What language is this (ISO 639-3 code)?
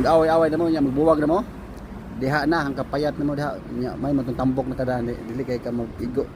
ceb